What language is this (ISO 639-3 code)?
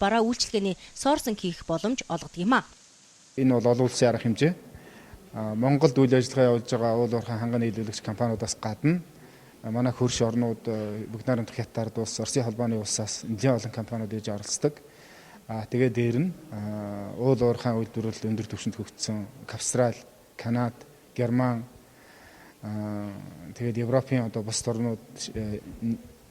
mon